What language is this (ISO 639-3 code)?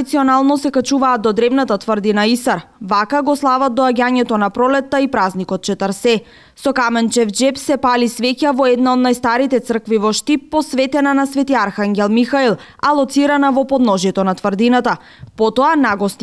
mkd